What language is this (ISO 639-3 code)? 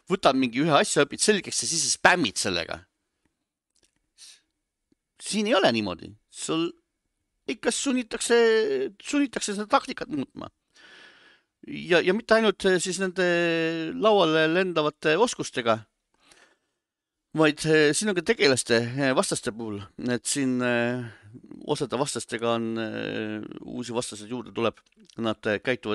est